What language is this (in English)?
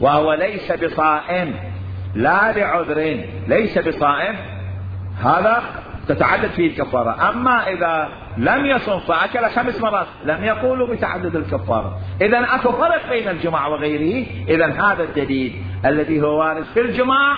Mesopotamian Arabic